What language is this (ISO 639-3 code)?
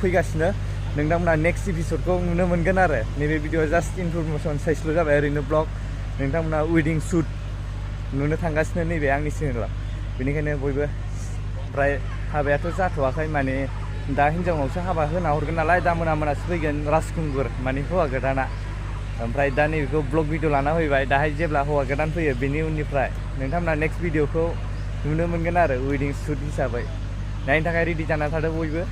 brx